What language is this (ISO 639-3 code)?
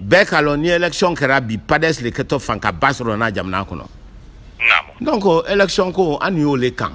bam